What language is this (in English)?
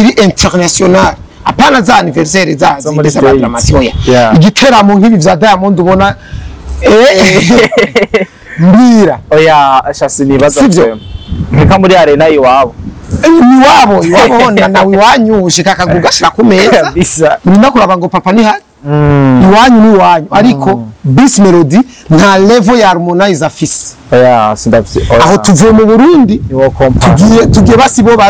Rundi